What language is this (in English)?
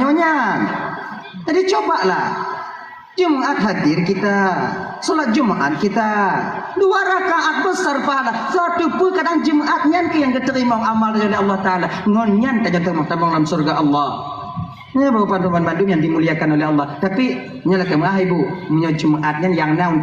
Achinese